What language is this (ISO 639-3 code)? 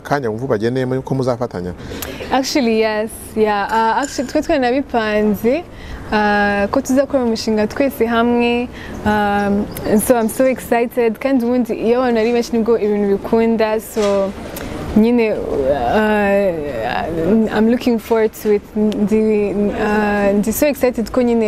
kin